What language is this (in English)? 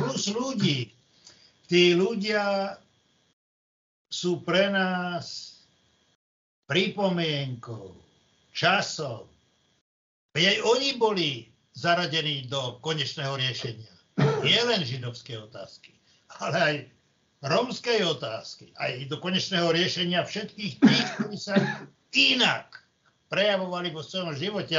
Slovak